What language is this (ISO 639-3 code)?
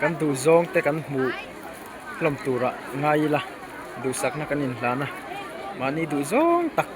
lus